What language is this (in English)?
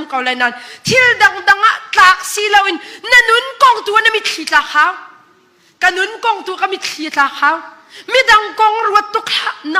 Hakha Chin